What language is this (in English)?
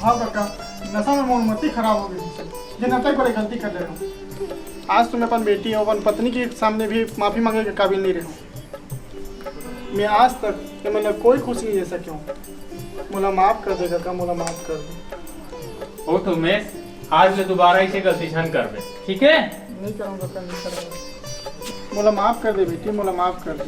Chhattisgarhi